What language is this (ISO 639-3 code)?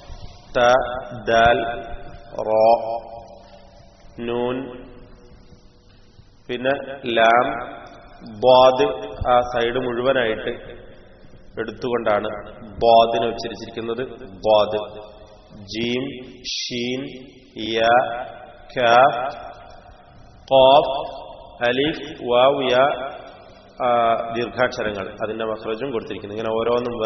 mal